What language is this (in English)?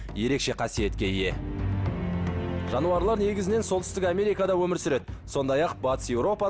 Kazakh